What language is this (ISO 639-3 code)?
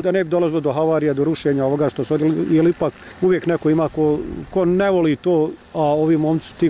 bos